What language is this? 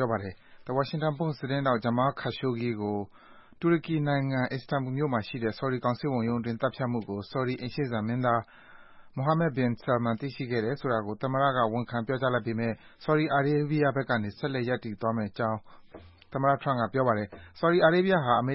Burmese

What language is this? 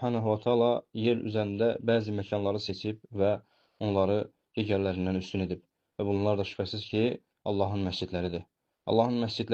Azerbaijani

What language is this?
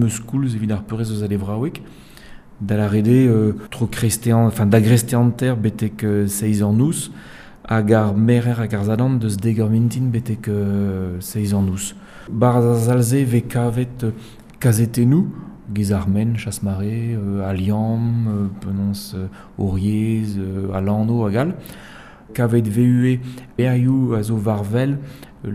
Breton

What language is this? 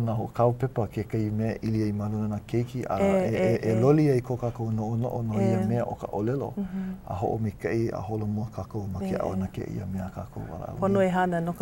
Hawaiian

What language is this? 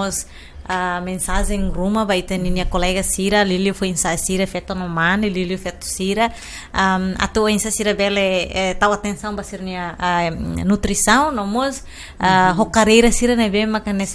Tetum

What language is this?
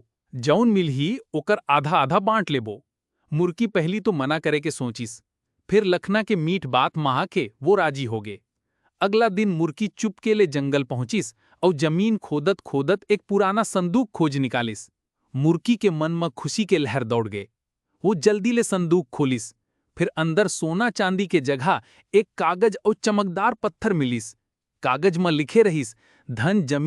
Chhattisgarhi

